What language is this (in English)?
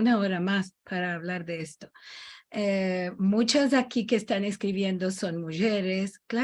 Ladino